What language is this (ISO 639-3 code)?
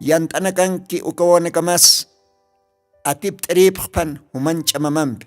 aym